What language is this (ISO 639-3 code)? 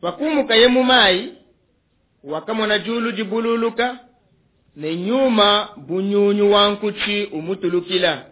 lua